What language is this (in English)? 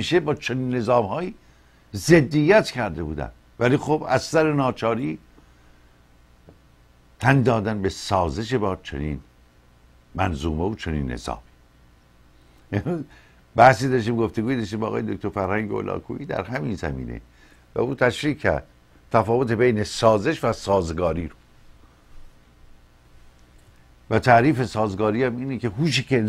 Persian